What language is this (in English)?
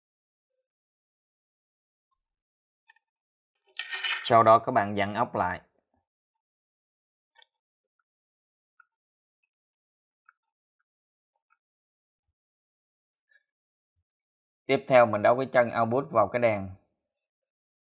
Vietnamese